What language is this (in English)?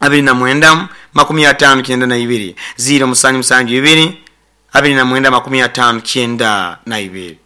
Nyoro